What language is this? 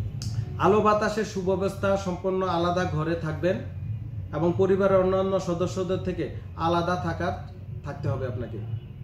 Bangla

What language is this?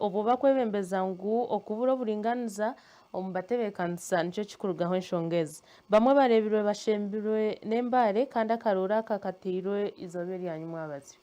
Nyankole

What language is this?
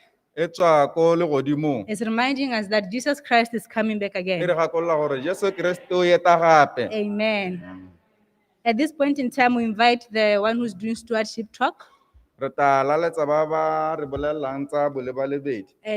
Tswana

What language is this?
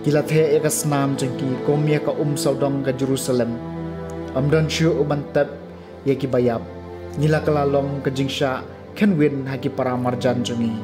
Khasi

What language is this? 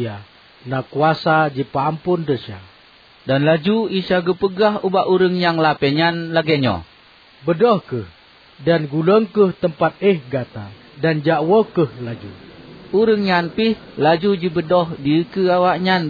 Achinese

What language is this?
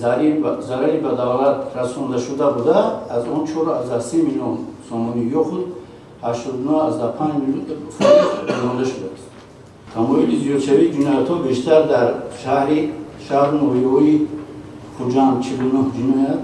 Tajik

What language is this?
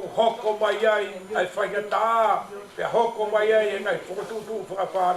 Tongan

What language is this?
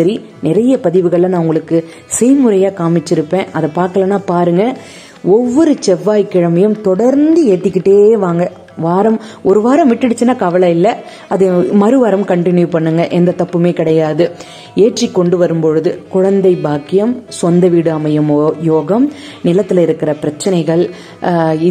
Tamil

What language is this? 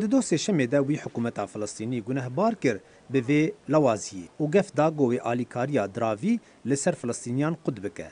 Kurdish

